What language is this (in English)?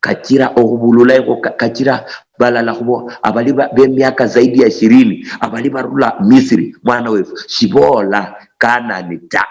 Luyia